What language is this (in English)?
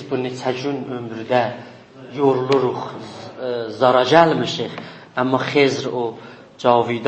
South Azerbaijani